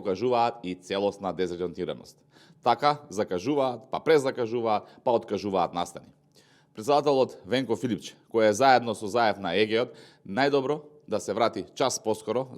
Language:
Macedonian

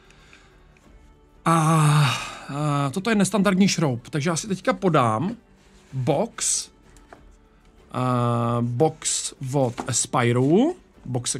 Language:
Czech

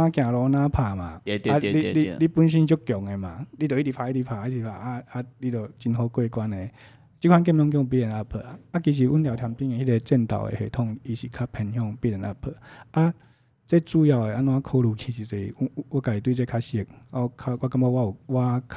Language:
Min Nan Chinese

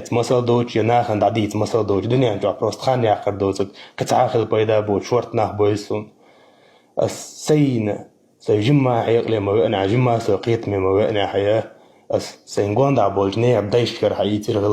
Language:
Chechen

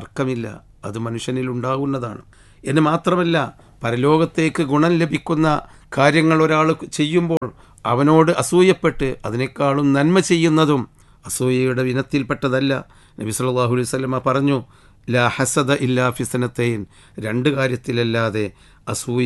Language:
Malayalam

